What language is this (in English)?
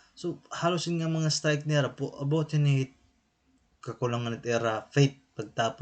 Waray